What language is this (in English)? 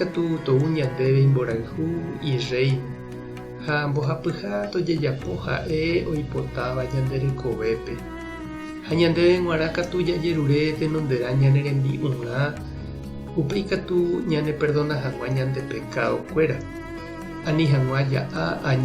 Guarani